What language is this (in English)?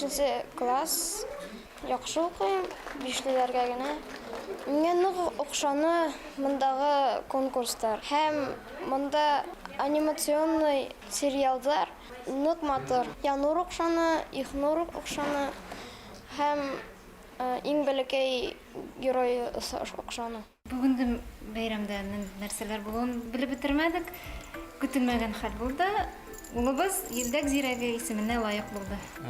Bashkir